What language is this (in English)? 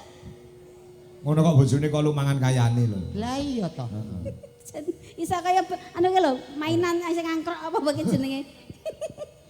Javanese